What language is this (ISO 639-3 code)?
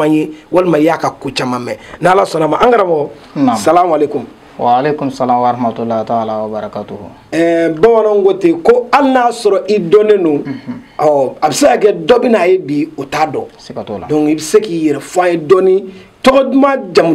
bam